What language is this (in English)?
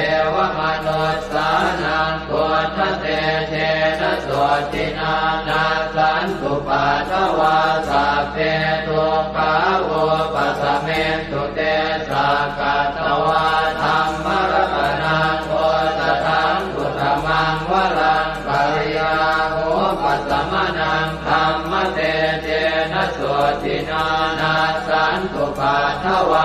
Pali